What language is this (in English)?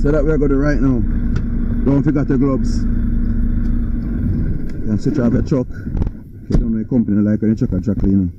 Jamaican Creole English